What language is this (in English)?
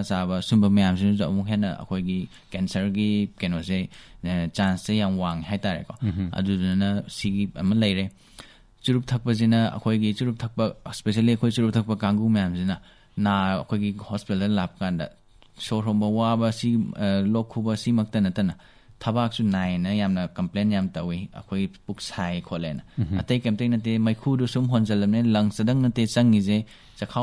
Manipuri